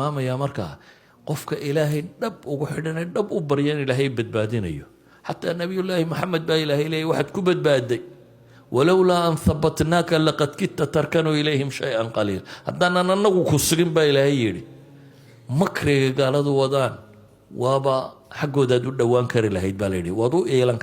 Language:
Somali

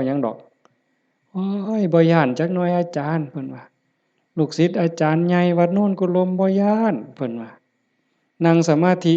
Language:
Northeastern Thai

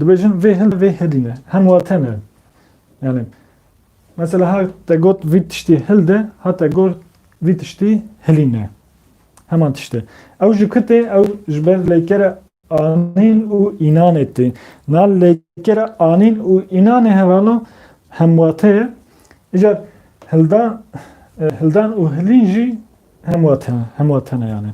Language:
Kurdish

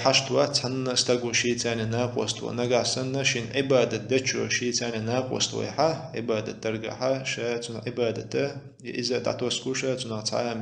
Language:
Chechen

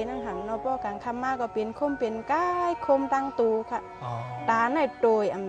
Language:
Shan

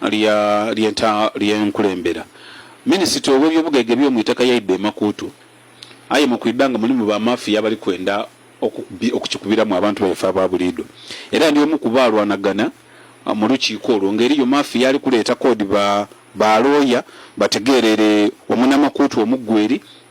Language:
Ganda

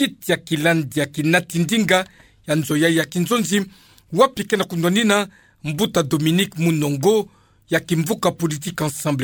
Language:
Kituba (Democratic Republic of Congo)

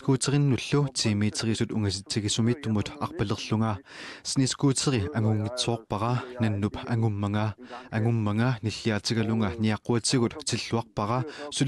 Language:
Kalaallisut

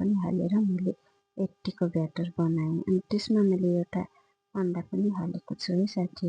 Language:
Nepali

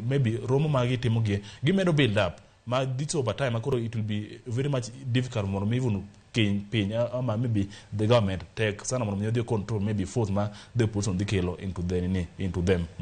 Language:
Luo (Kenya and Tanzania)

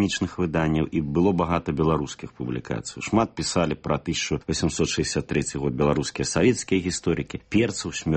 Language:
Belarusian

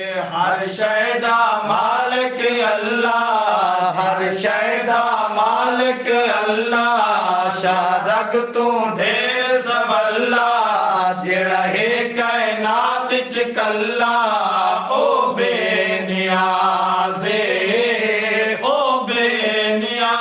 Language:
Saraiki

